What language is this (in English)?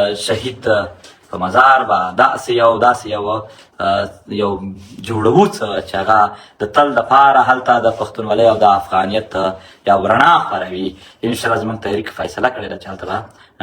Pashto